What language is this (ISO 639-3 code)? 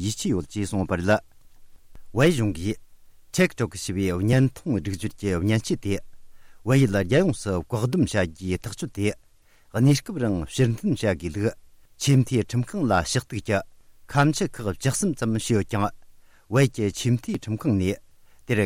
bod